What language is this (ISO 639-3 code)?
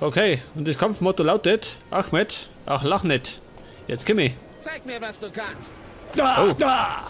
bar